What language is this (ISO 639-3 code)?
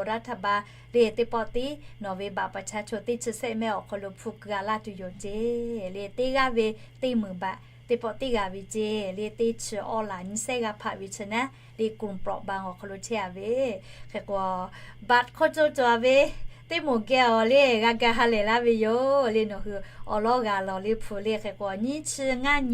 lhu